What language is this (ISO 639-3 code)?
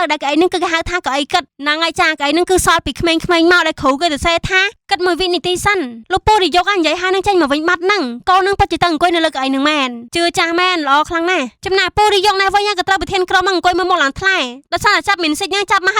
khm